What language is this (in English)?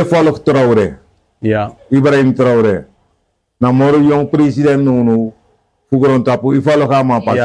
Sranan Tongo